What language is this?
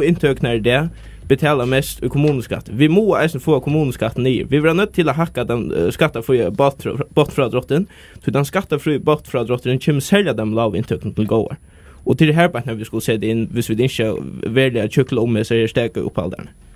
Faroese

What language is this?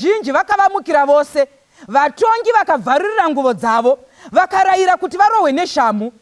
Shona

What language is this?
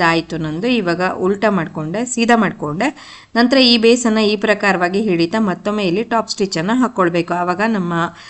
Kannada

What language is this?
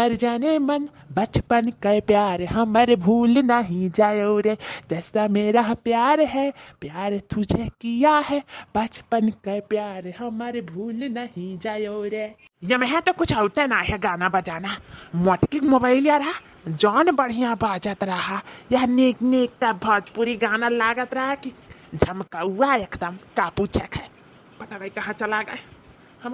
Awadhi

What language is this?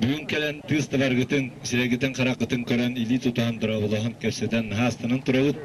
Yakut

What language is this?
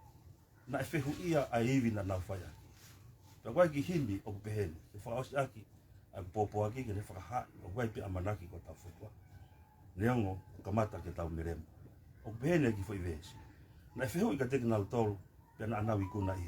Tongan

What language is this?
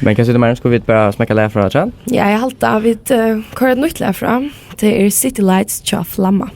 Faroese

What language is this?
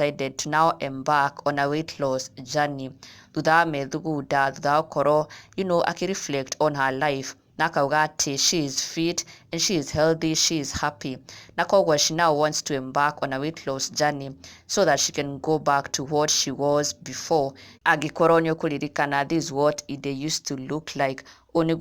Kikuyu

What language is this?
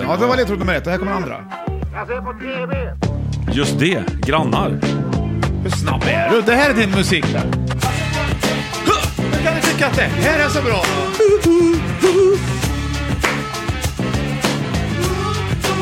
Swedish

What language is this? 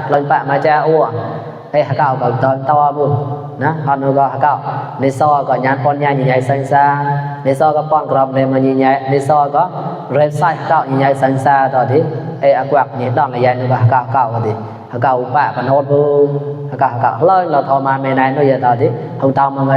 Mon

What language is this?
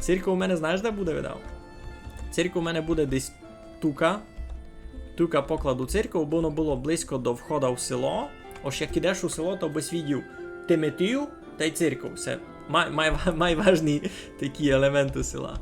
Rusyn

